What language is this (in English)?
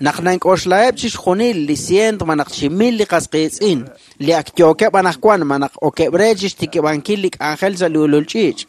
Kekchí